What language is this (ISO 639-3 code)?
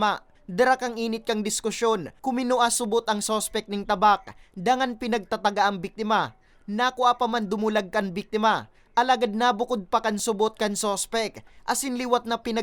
bik